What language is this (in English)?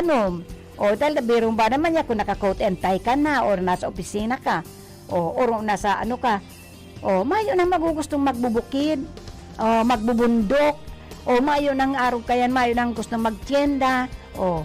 Bikol